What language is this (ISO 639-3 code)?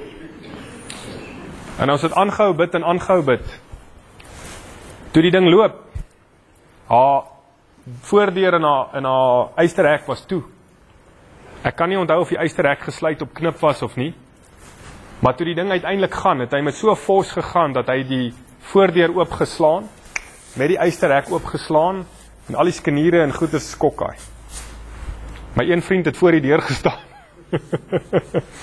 afr